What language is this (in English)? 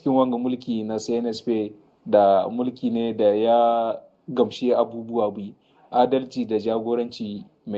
Hausa